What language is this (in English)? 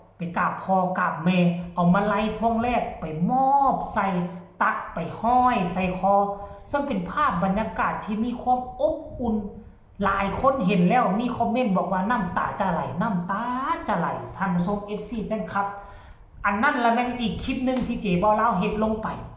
Northeastern Thai